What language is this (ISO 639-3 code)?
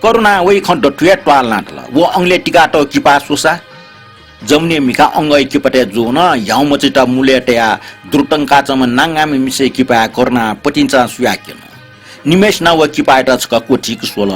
new